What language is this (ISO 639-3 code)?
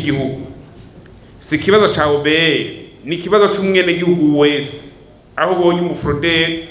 run